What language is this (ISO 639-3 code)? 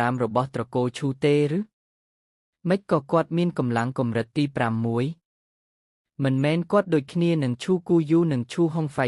khm